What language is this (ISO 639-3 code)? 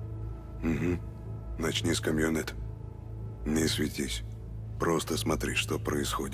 rus